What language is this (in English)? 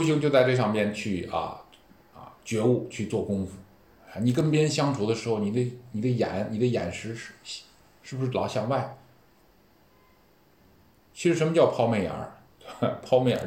Chinese